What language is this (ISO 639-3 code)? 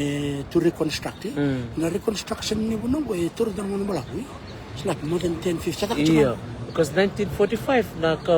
fij